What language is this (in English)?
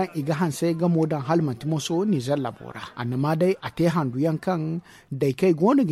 Zarma